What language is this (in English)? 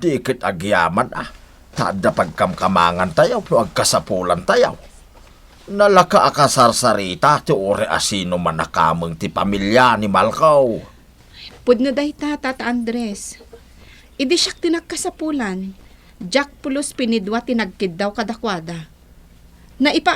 Iloko